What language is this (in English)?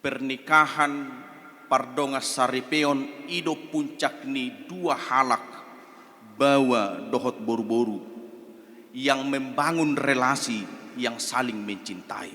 Batak Toba